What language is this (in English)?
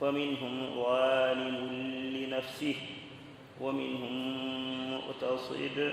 Fula